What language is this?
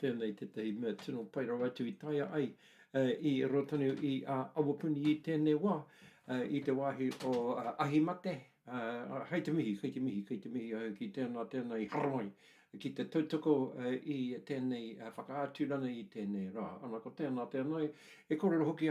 Māori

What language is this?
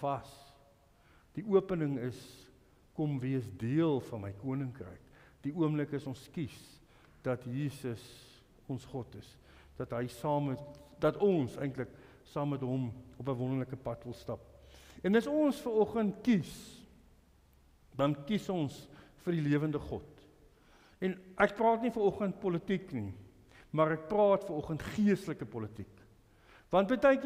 Afrikaans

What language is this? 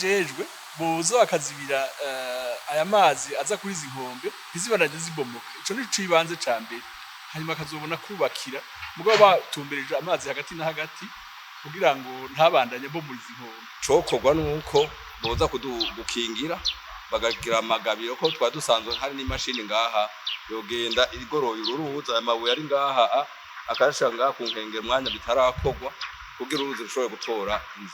Rundi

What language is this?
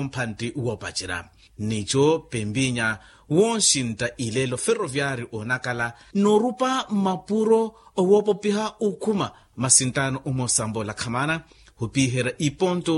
Makhuwa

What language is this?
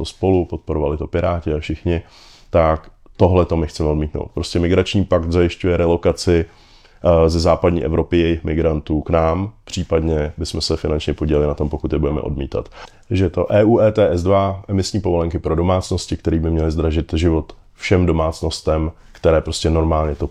Czech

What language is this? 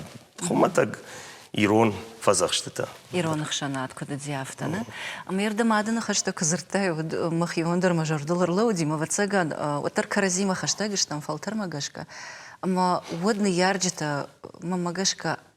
Ossetic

